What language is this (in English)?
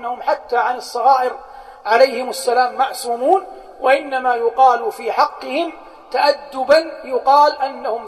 Arabic